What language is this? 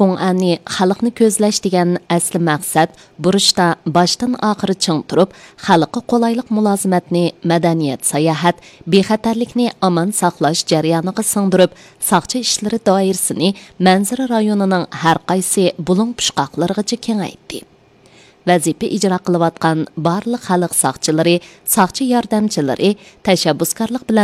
Uyghur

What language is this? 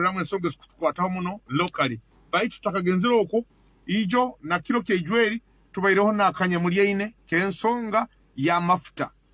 Nyoro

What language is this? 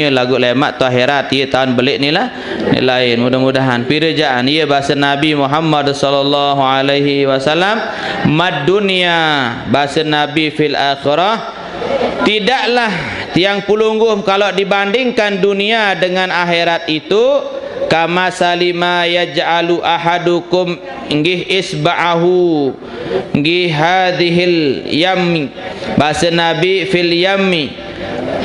Sasak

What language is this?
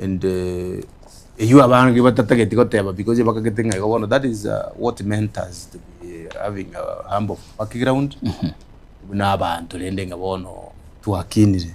Gusii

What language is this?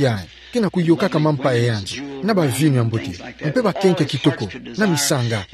Kituba (Democratic Republic of Congo)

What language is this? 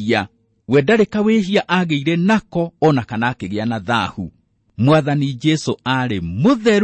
Kikuyu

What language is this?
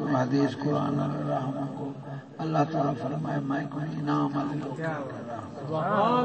Saraiki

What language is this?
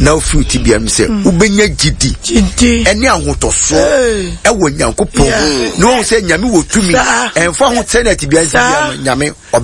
Akan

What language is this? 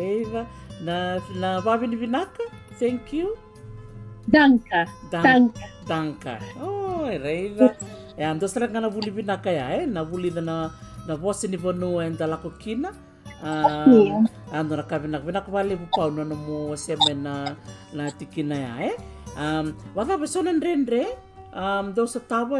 Fijian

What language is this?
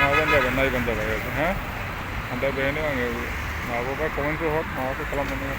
Bodo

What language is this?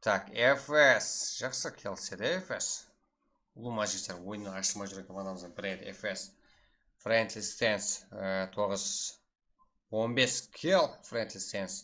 Kara-Kalpak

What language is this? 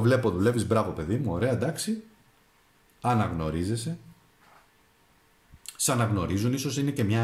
Greek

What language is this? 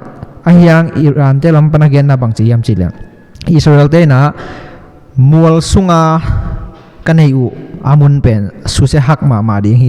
Tedim Chin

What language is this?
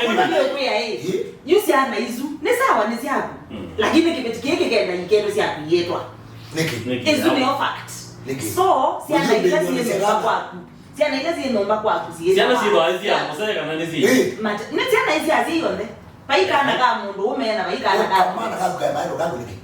Kamba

